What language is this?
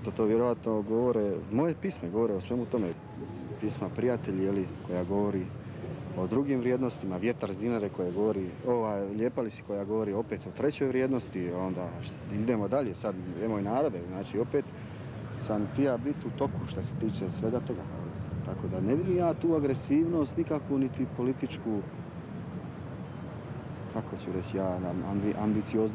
Croatian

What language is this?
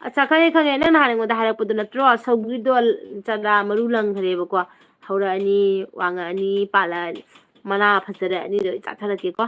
Manipuri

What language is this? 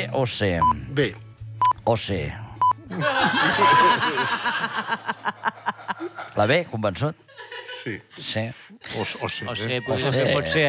Catalan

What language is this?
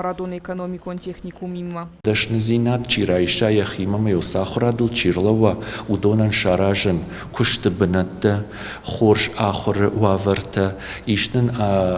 Ossetic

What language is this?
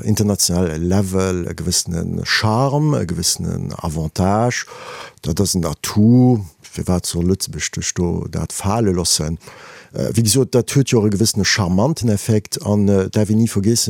Luxembourgish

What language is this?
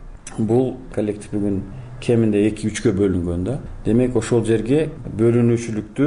Kyrgyz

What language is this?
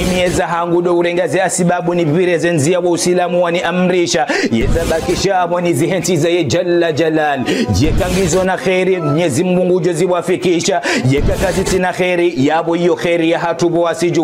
Ngazidja Comorian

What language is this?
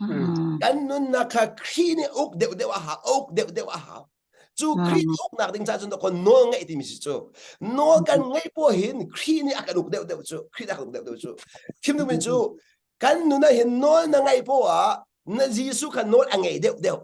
Hakha Chin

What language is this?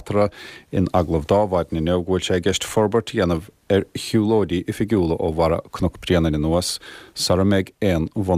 Irish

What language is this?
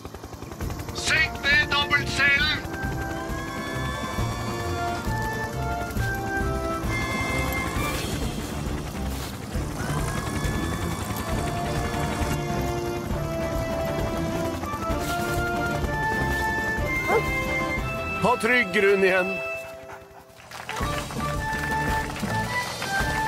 Norwegian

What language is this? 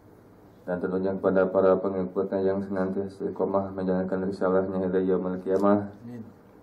Indonesian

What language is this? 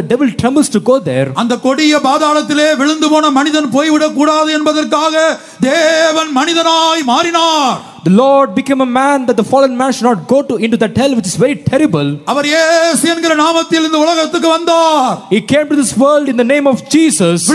Tamil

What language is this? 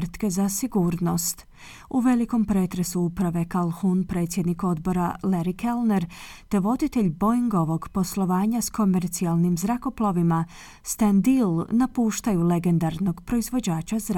Croatian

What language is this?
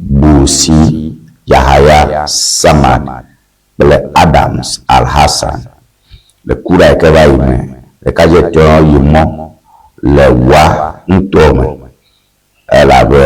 Ewe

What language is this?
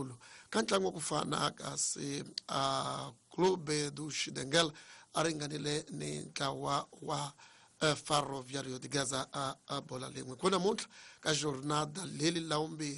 Tsonga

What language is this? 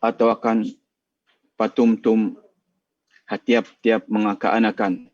Tausug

